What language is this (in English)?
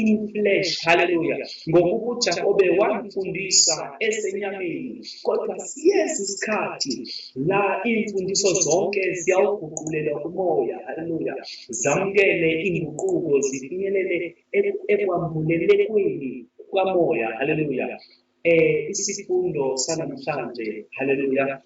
Zulu